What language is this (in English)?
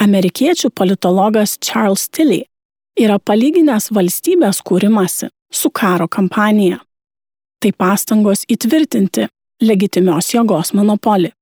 Lithuanian